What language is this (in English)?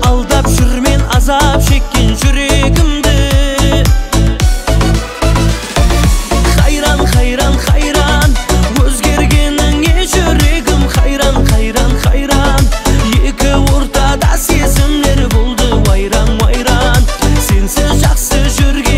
Kazakh